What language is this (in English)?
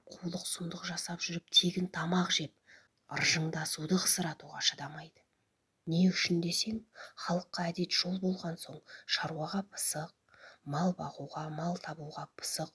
Kazakh